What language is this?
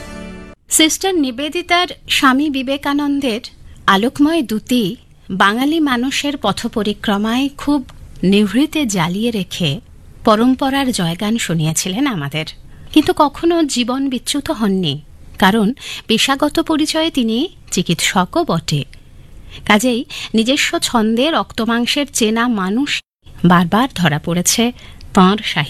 Bangla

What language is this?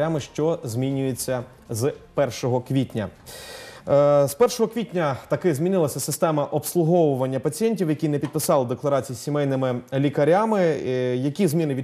Ukrainian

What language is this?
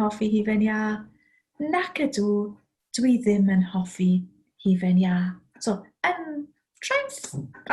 Welsh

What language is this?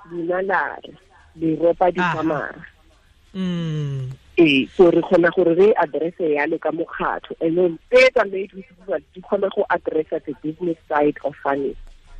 Tswana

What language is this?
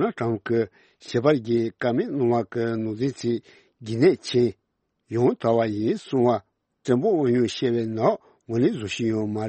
Tibetan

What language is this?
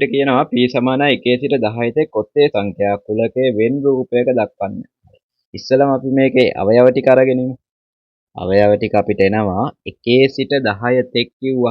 Sinhala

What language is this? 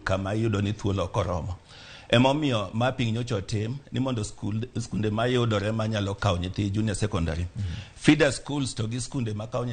Luo (Kenya and Tanzania)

